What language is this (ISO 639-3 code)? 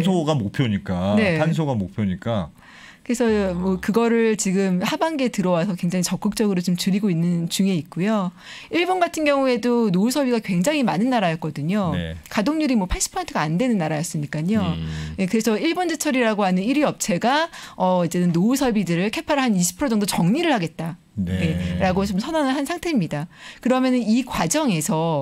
kor